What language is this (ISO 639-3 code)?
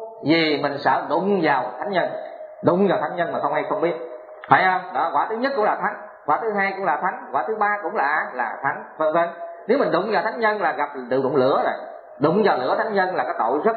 vie